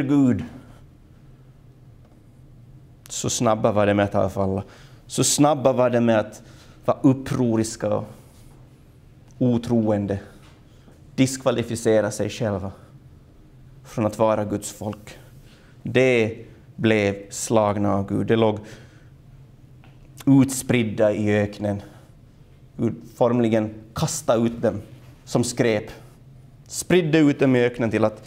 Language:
Swedish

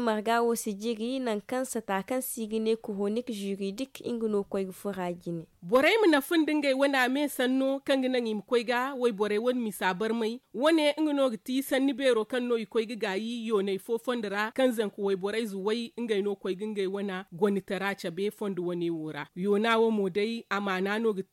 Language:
Zarma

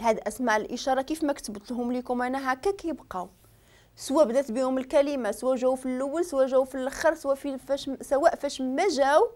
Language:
Moroccan Arabic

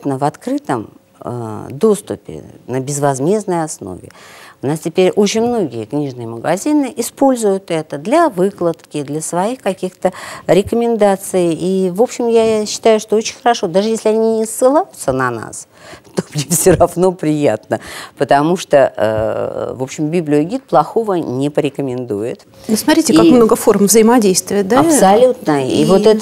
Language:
Russian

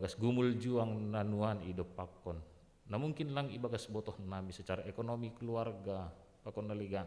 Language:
Batak Simalungun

